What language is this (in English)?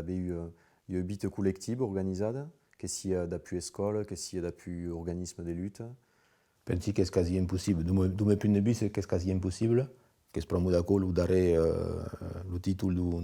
Occitan